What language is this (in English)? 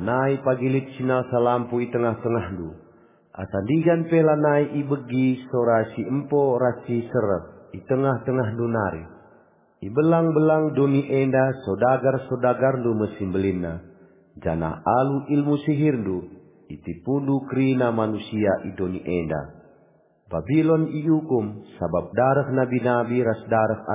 Batak Karo